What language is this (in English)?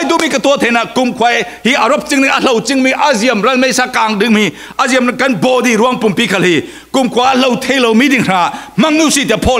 Falam Chin